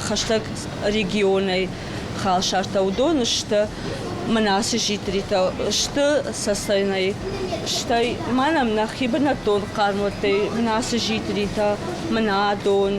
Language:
Ossetic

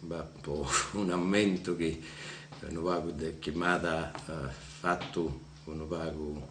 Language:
Sardinian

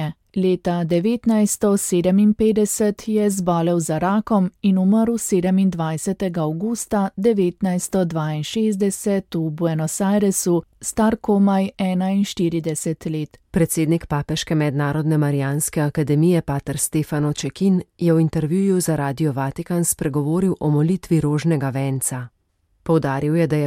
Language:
Slovenian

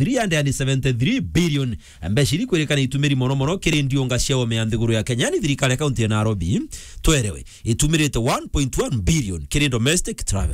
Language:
Meru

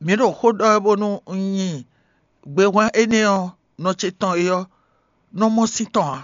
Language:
Fon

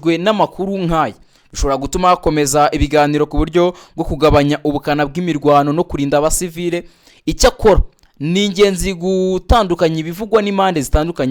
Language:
Kinyarwanda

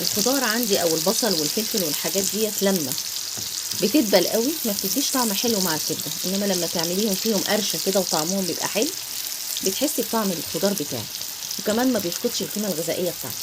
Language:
Egyptian Arabic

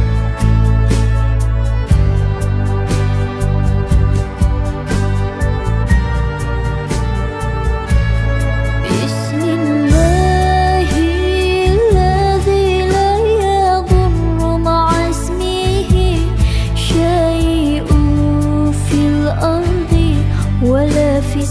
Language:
Arabic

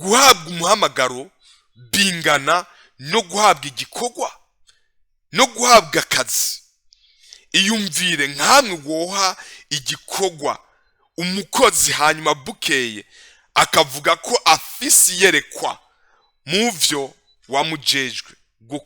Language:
Rundi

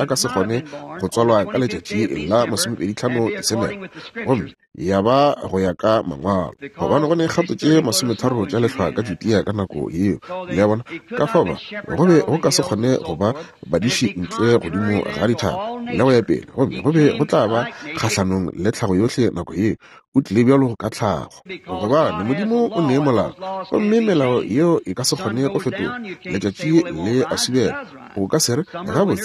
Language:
Northern Sotho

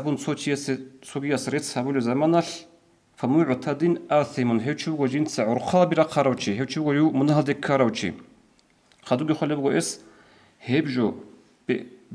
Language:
Avaric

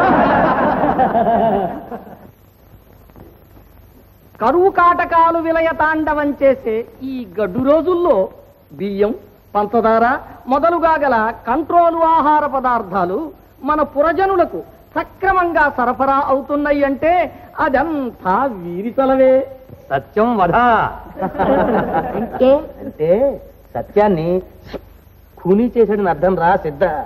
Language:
Telugu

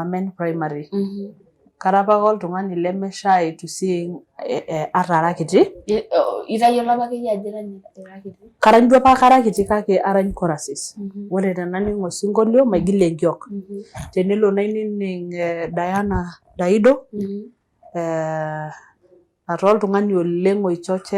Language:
Masai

